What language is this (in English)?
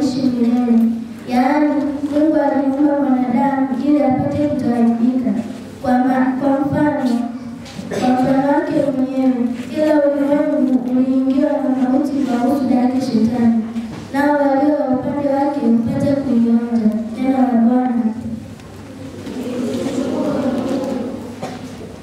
Swahili